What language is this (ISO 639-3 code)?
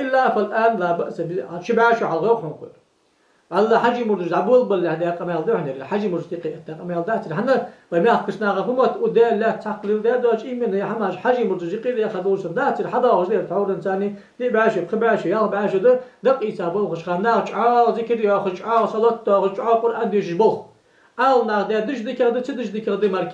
inh